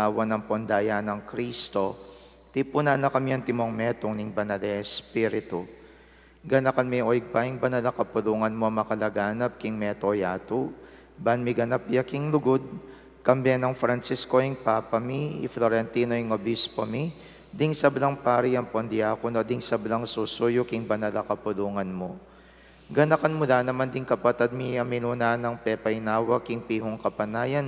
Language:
Pampanga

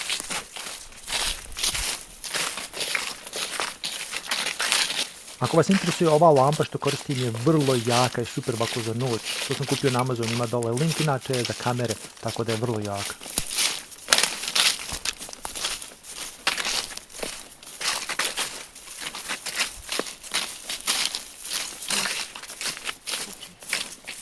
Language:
Bosnian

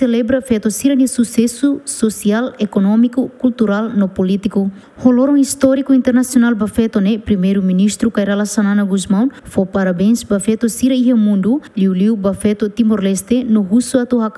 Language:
Tetum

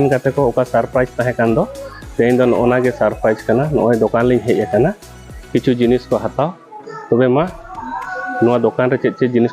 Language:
Santali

